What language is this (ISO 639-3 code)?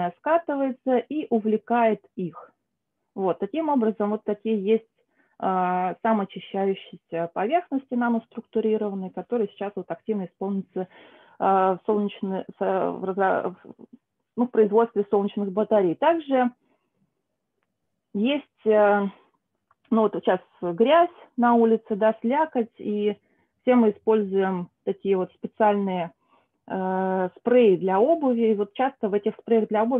rus